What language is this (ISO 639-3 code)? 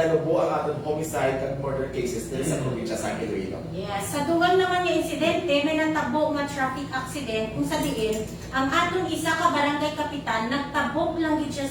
hil